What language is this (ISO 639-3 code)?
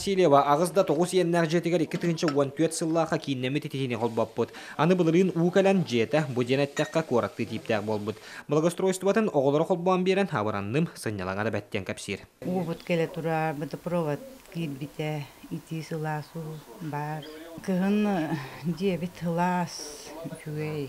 sah